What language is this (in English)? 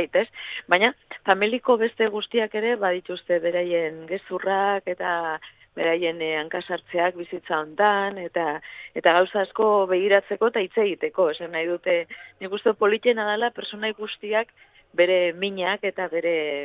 Basque